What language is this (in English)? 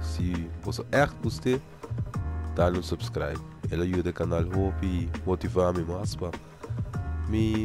Papiamento